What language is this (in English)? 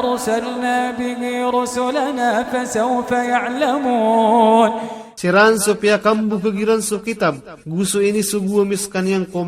Maranao